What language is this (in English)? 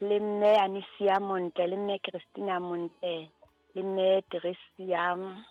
Southern Sotho